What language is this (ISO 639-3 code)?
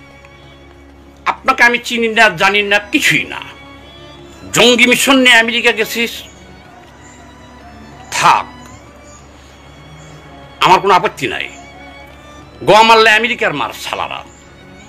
ben